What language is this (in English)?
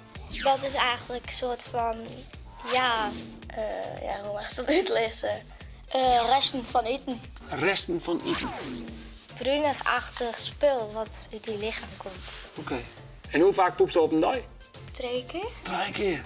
Western Frisian